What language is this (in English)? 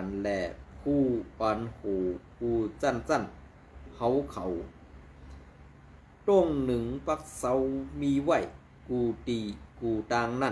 Shan